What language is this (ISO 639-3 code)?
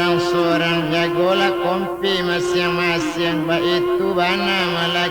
min